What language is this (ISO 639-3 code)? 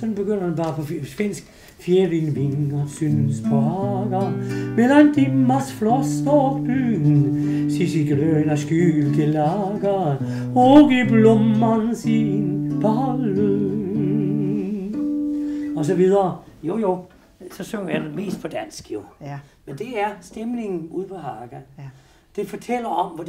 dan